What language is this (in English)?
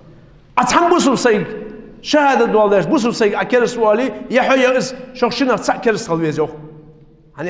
Ingush